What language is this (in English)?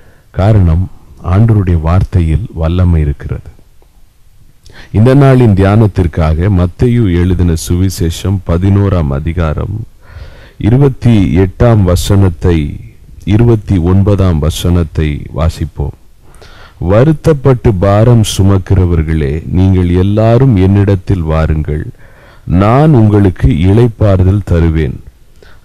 Tamil